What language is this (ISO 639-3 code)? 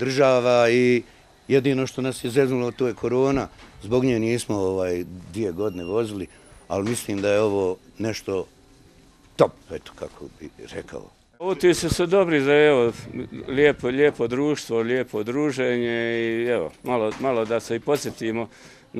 bos